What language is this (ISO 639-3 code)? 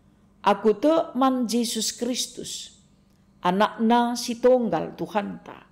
btx